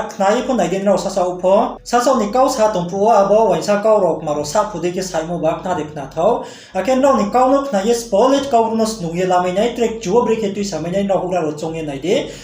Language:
Riang (India)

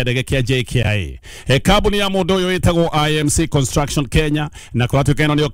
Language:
Kikuyu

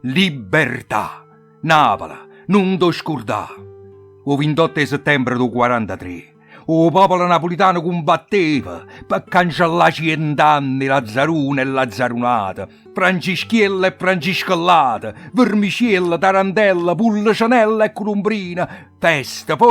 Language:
Neapolitan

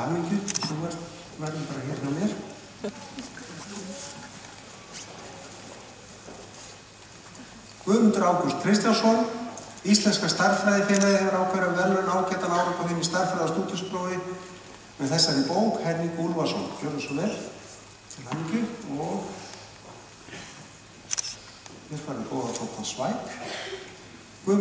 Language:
Icelandic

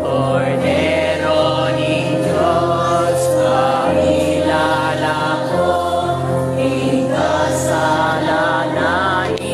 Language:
Pampanga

